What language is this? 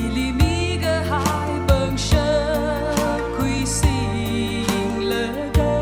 Tangkhul Naga (India)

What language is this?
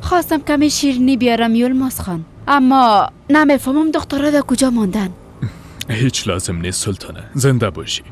Persian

